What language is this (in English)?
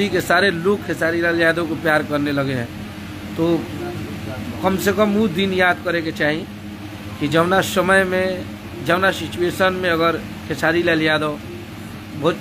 Bhojpuri